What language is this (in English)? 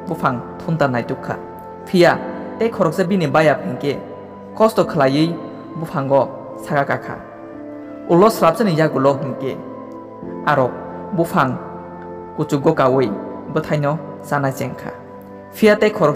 Kok Borok